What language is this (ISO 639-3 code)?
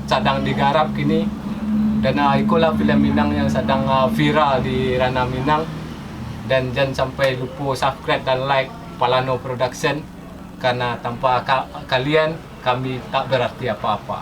min